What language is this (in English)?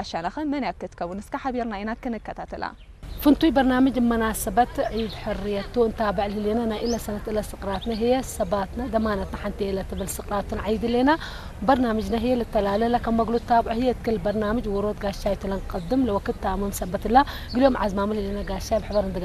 Tigrinya